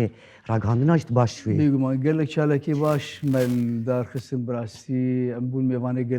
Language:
Kurdish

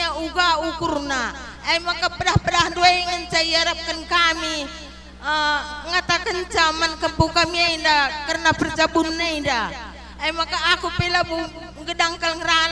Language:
Batak Karo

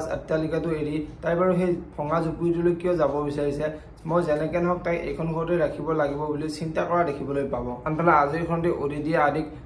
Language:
Assamese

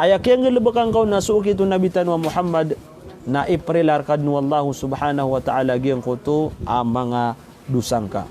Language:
Maranao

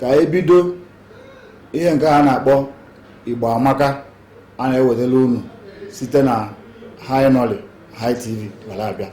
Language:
Igbo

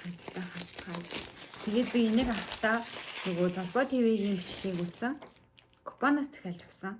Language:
Mongolian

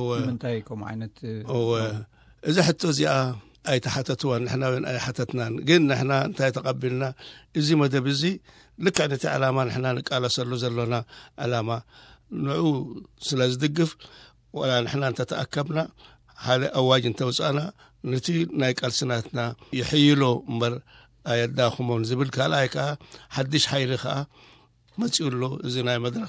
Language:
Tigrinya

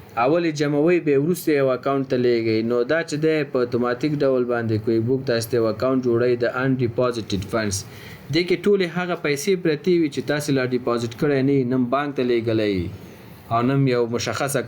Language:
Pashto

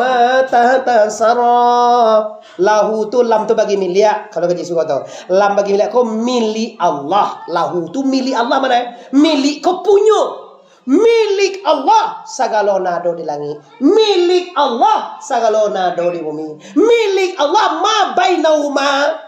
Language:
Minangkabau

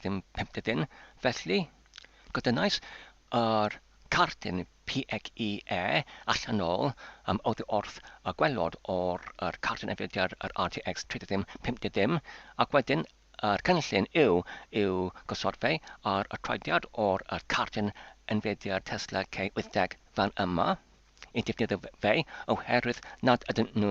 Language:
Welsh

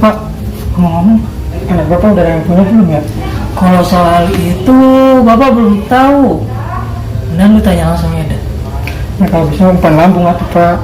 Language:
Betawi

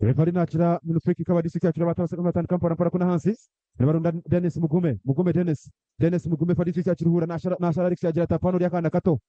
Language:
Nyankole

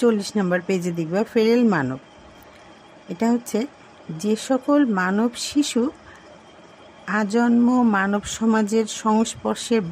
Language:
Bangla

